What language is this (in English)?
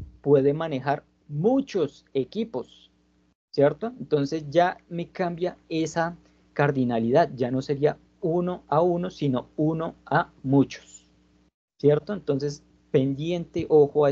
Spanish